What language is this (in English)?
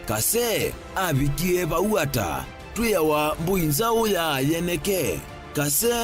Kamba